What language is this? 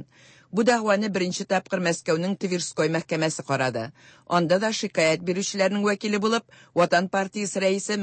Tatar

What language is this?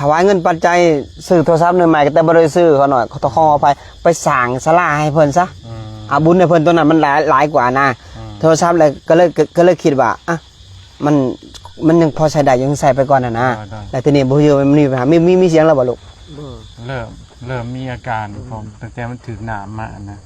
Lao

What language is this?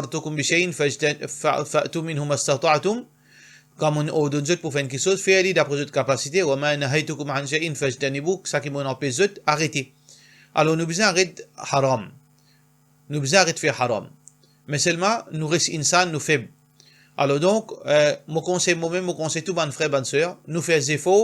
Morisyen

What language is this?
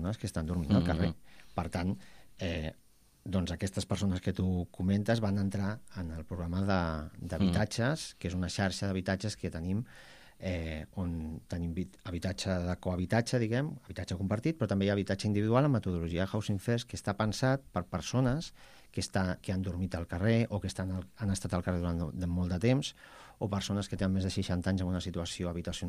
Catalan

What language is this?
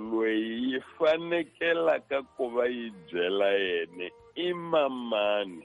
Tsonga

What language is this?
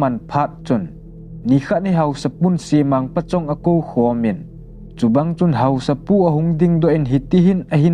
Thado Chin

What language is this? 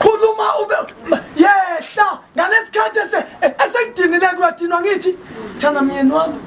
Zulu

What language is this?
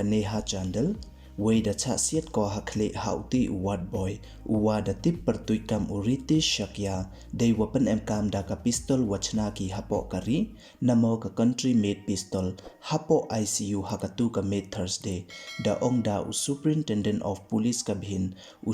Pnar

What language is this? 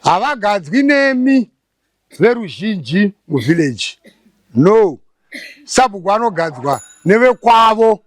Shona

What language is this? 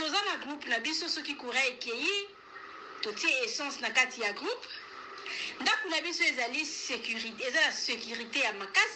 Lingala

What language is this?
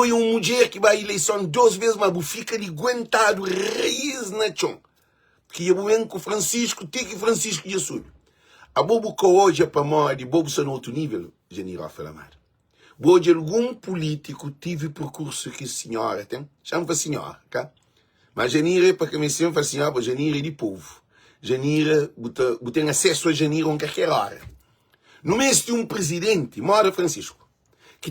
Kabuverdianu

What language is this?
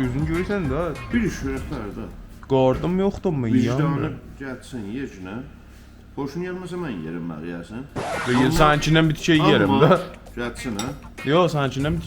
South Azerbaijani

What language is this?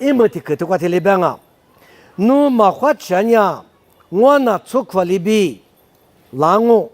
Lisu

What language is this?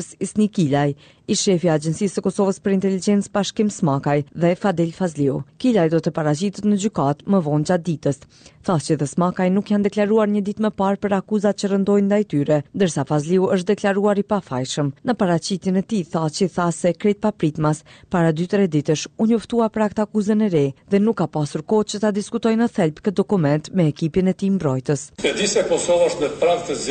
Albanian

